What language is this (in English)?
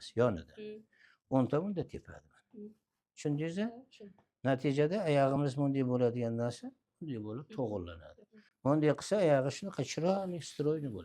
Uzbek